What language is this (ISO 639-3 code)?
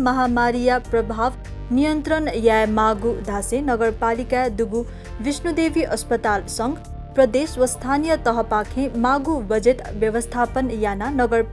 new